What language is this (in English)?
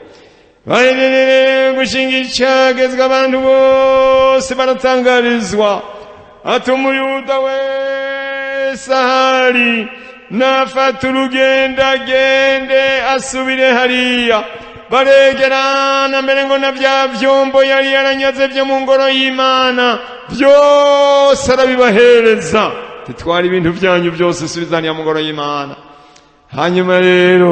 Rundi